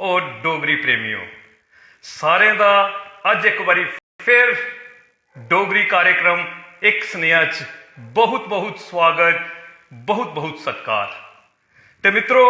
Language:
Dogri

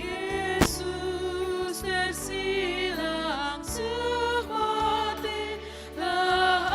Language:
Batak Karo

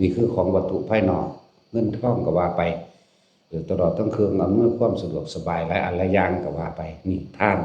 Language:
Lao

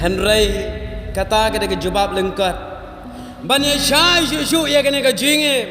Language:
Khasi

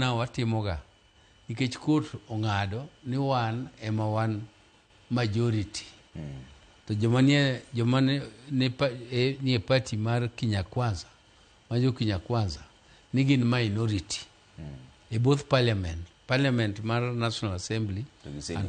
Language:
Luo (Kenya and Tanzania)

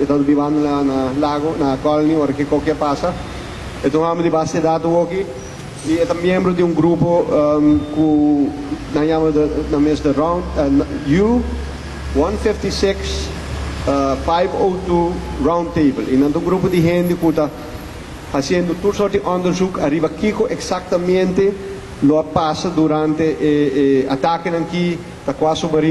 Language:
Papiamento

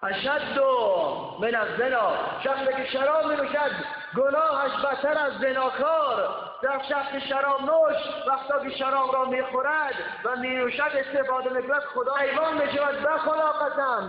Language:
Tajik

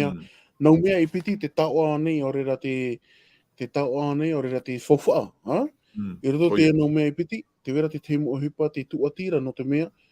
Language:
Tahitian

